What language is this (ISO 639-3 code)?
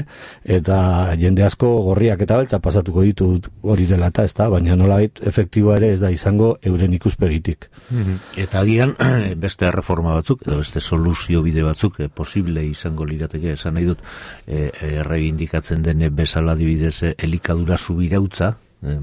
eus